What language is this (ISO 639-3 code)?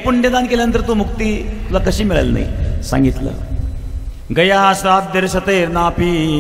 mar